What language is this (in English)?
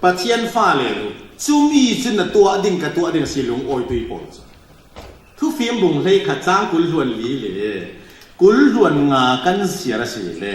Falam Chin